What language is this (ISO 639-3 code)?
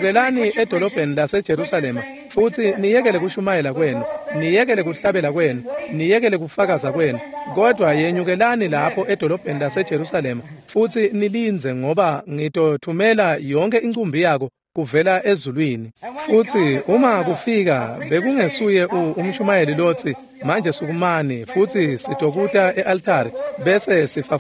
ssw